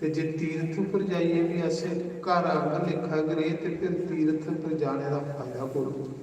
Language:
Dogri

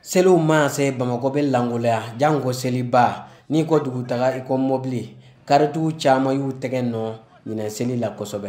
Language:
Bambara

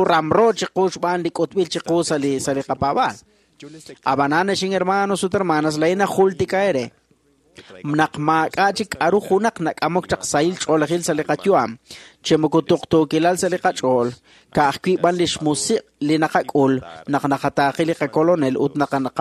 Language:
Kekchí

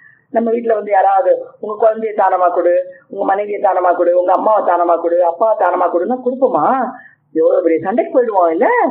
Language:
Tamil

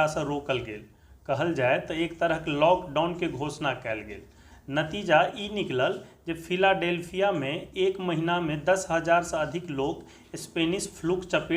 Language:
Maithili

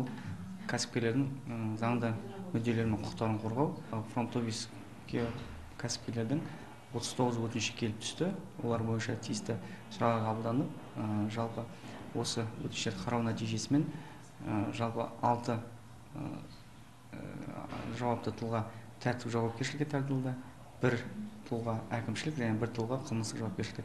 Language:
Kazakh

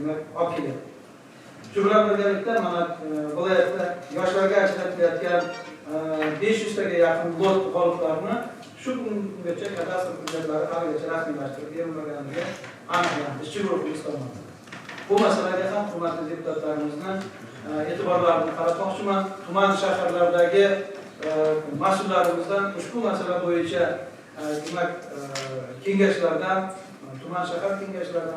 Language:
Uzbek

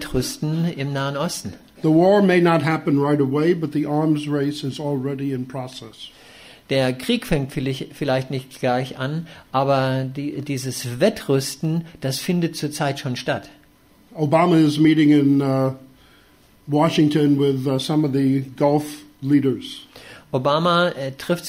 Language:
German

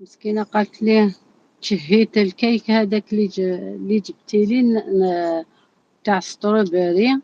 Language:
Algerian Arabic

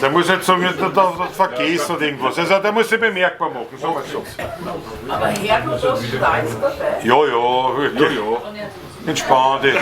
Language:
Bavarian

